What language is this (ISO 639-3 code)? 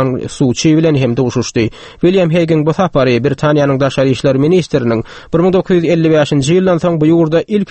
tuk